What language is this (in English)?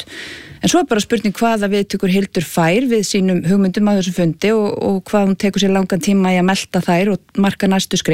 Icelandic